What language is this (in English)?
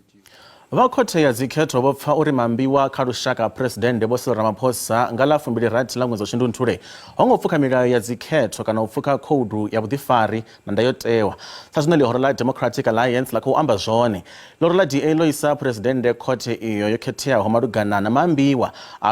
Venda